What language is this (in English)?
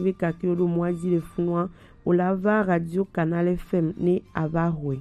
Gen